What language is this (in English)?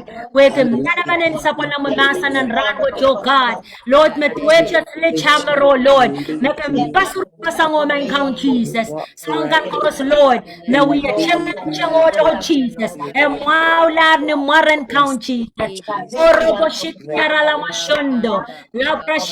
Pohnpeian